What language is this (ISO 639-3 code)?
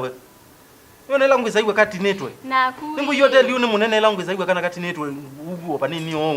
kam